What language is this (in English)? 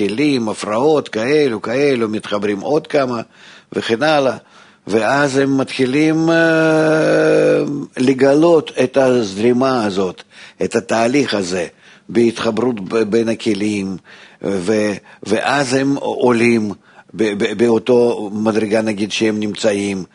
Hebrew